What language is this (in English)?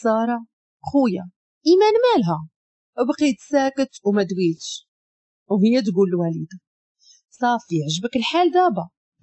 Moroccan Arabic